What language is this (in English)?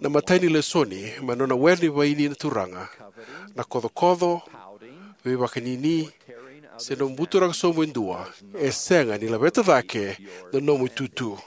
Fijian